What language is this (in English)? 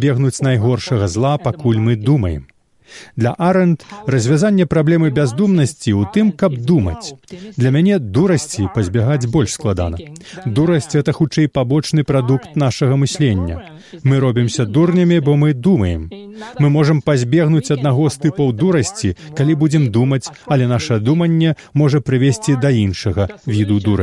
Belarusian